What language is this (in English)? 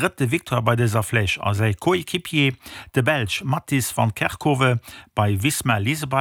Luxembourgish